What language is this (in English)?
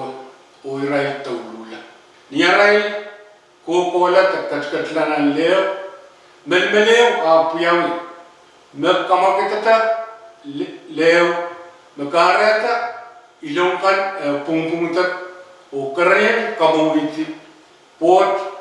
Pohnpeian